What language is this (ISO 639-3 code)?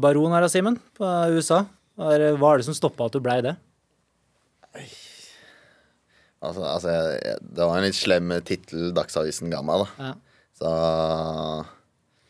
nor